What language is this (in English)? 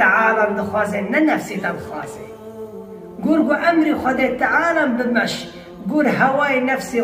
Kurdish